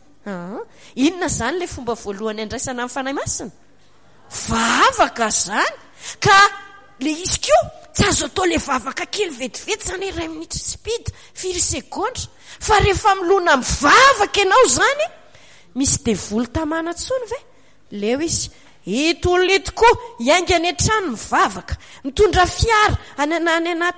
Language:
Malagasy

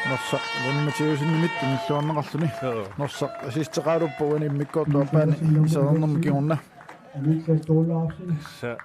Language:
Kalaallisut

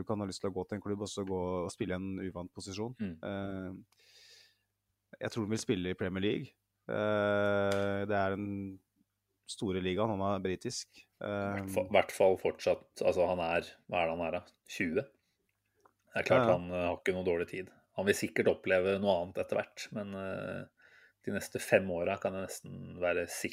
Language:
Norwegian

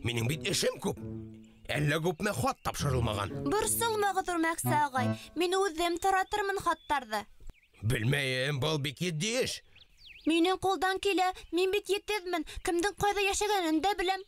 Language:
Bashkir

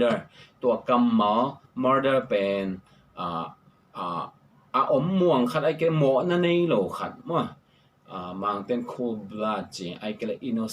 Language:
Tedim Chin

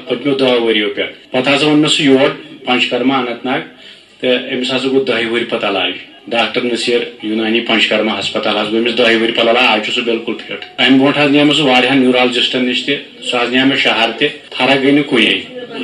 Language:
Kashmiri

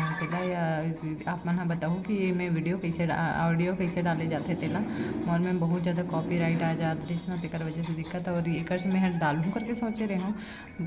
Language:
Chhattisgarhi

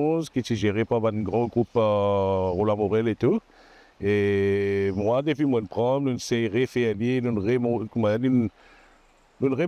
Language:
Morisyen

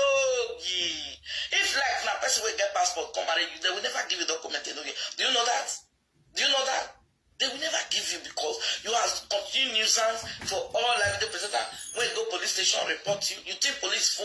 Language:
Nigerian Pidgin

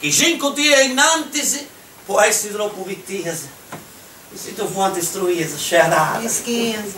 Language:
Sardinian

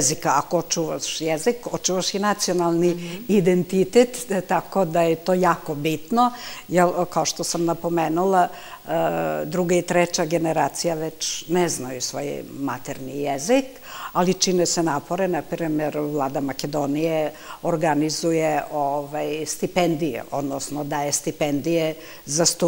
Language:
Serbian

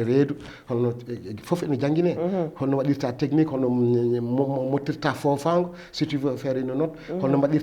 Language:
Fula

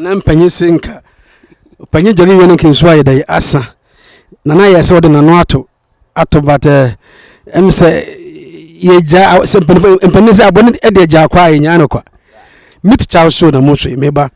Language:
Akan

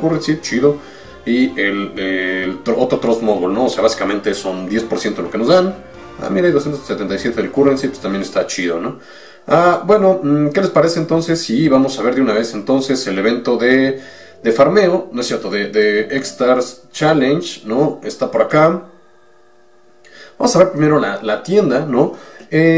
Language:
Spanish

